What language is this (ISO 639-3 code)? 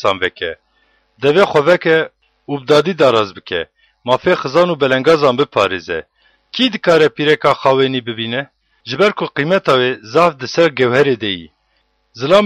kur